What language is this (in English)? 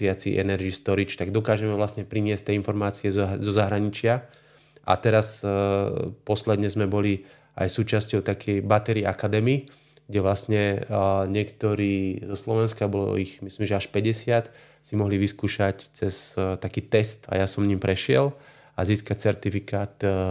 Slovak